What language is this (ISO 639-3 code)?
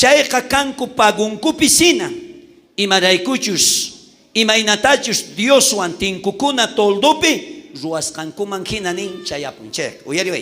quh